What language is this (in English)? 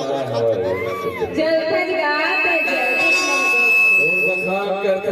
Chhattisgarhi